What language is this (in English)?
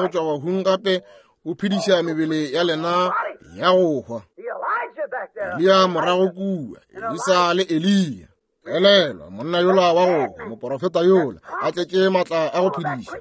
Northern Sotho